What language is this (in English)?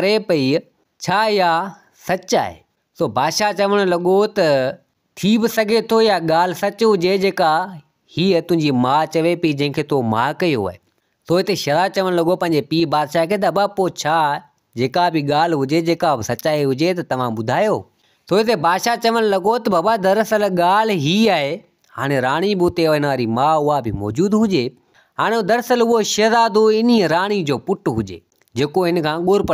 Sindhi